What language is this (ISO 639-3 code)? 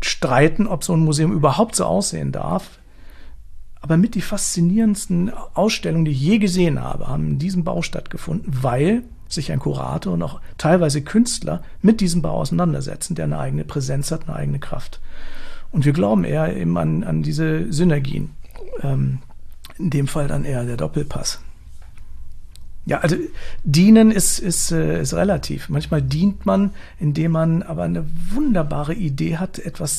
deu